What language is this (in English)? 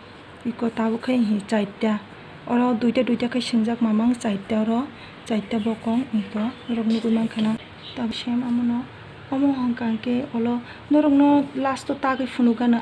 Kok Borok